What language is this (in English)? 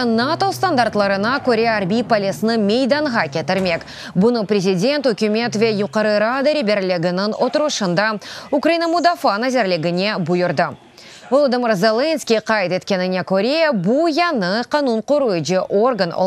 Crimean Tatar